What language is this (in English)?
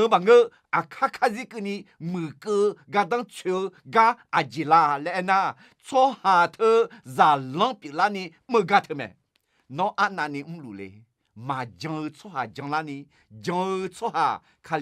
Akha